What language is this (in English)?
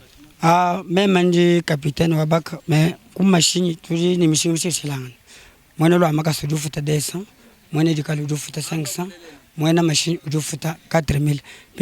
Luba-Lulua